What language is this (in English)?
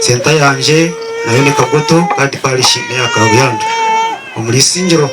Nyankole